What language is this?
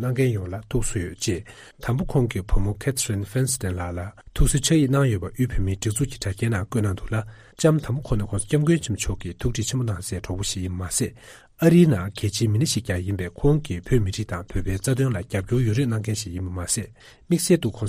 Tibetan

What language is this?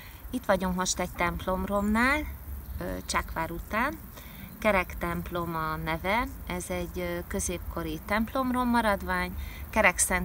Hungarian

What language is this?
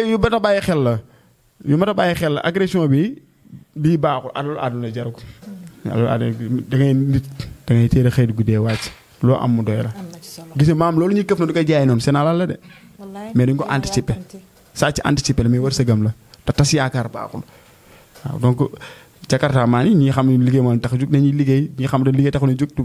Wolof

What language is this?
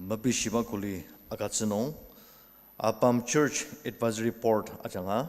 Ao Naga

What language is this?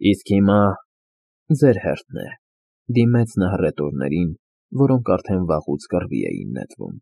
Armenian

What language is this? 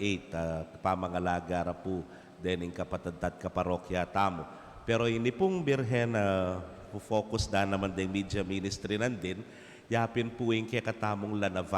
Pampanga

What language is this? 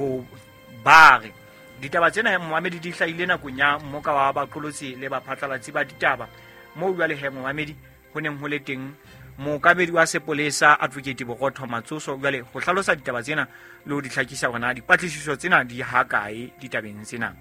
Southern Sotho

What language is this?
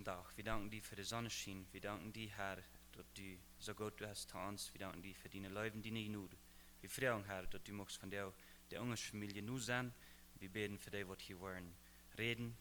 Plautdietsch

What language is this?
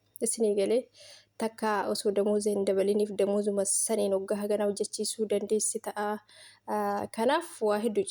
Oromo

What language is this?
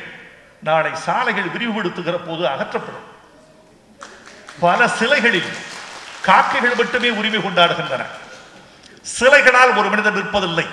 Tamil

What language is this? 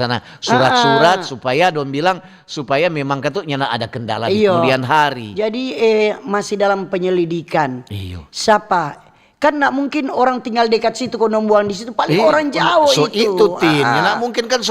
Manado Malay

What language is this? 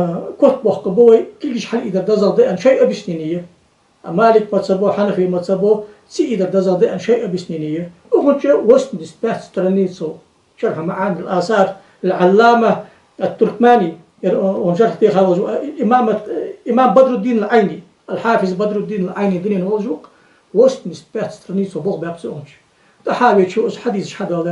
Ingush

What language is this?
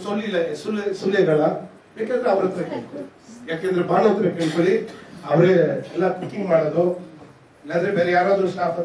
Kannada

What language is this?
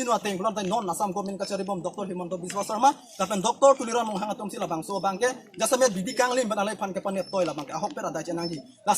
Karbi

